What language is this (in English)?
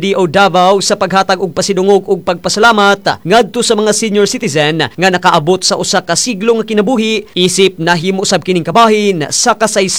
Cebuano